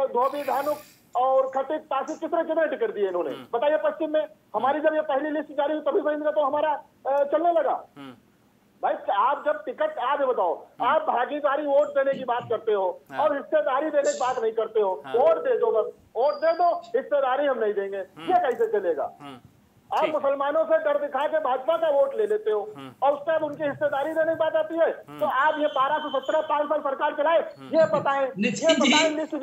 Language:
Hindi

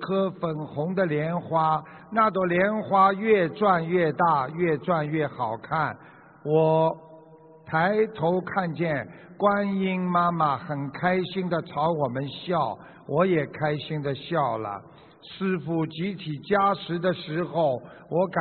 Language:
Chinese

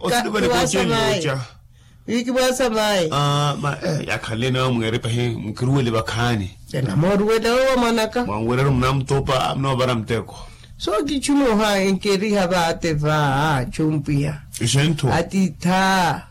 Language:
Makhuwa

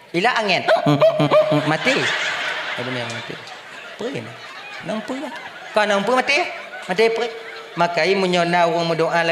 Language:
Achinese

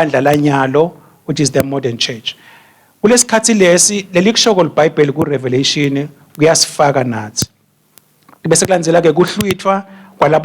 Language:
Swati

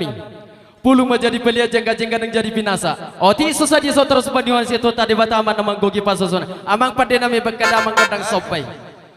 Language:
Batak Toba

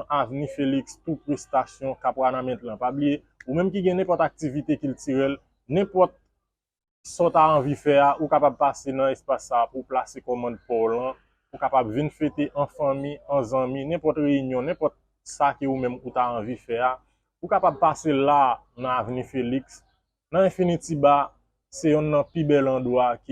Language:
Haitian Creole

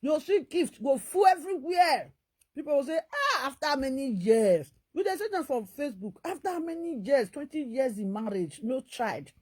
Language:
Nigerian Pidgin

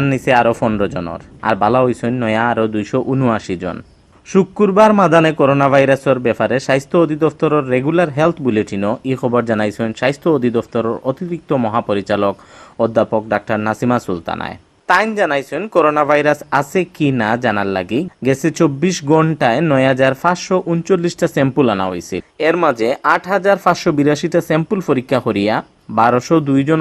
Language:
Sylheti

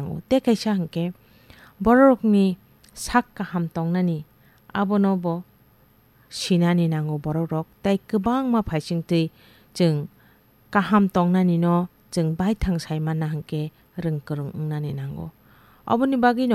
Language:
Kok Borok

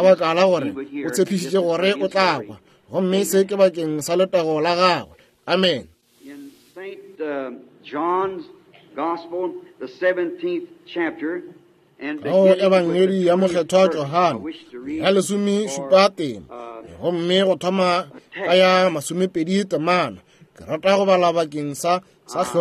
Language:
Northern Sotho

